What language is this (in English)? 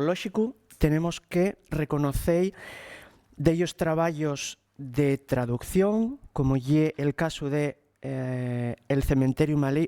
Asturian